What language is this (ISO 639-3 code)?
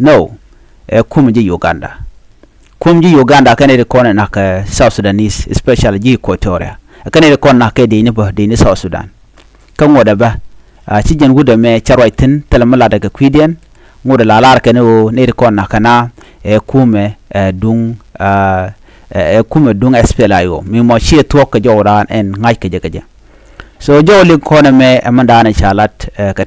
nus